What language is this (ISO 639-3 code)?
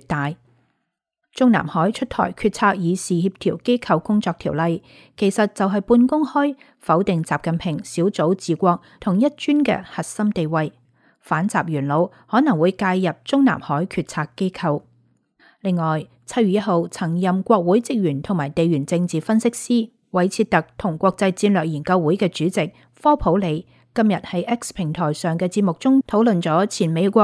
yue